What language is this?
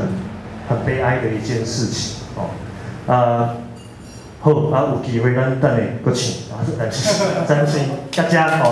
Min Nan Chinese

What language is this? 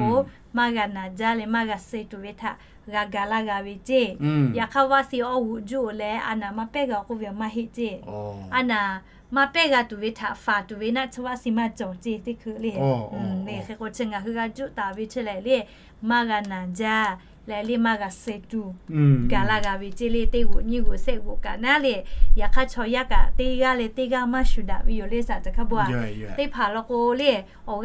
Lahu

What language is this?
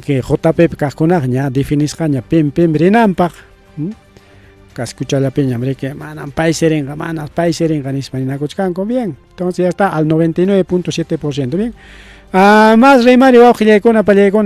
Ayacucho Quechua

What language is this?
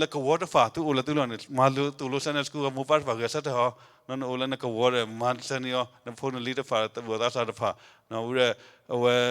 S'gaw Karen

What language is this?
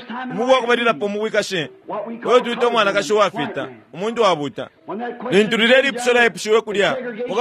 Bemba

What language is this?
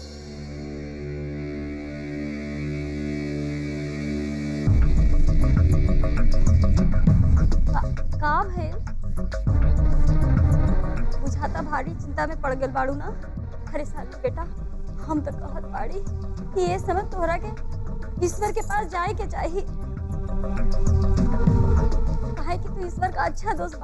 Bhojpuri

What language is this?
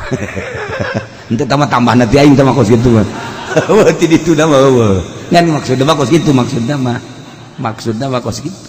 Sundanese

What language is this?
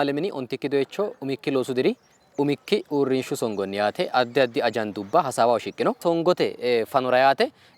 Sidamo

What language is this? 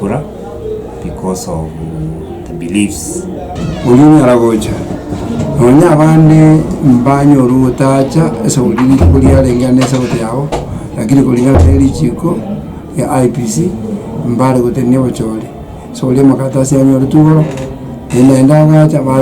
Gusii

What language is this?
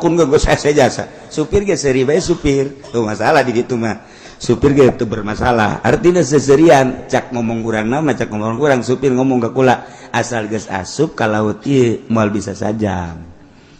Sundanese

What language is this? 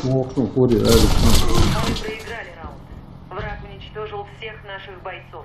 Chechen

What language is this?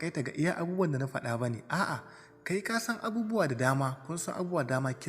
Hausa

